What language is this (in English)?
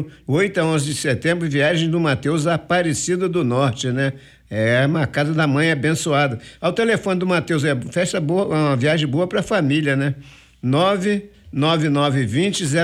Portuguese